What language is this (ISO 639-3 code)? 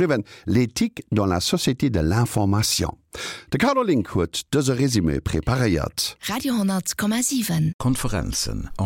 ltz